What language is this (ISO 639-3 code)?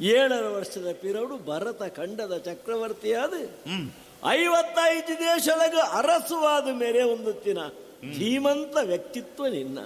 tcy